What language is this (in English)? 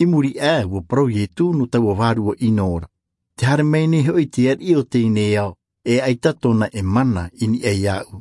Tahitian